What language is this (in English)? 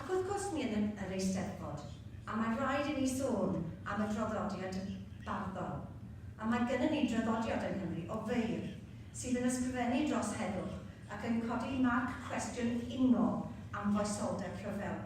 Welsh